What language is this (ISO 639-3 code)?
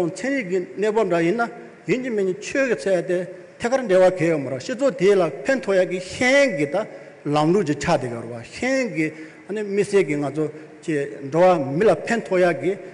bod